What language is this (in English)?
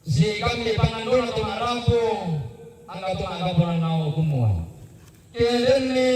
Toraja-Sa'dan